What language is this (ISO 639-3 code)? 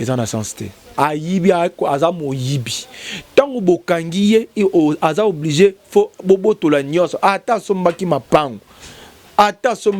lin